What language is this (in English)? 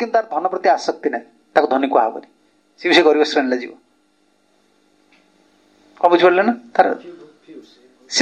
Odia